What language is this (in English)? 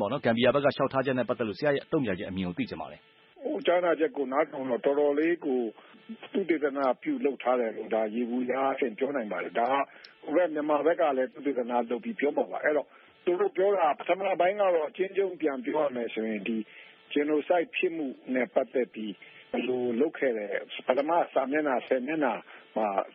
Burmese